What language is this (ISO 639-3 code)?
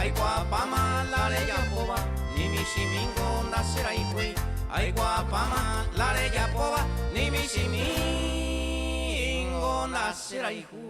grn